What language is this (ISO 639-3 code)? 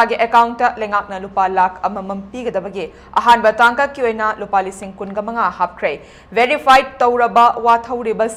mni